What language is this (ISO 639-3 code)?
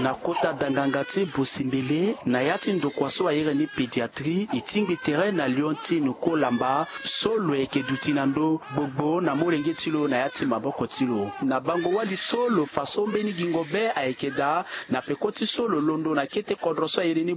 sag